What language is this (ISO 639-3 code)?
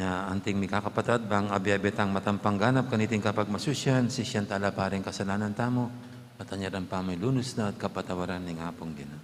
pam